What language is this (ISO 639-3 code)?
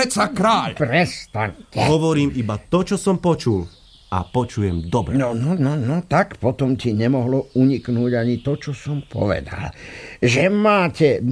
slk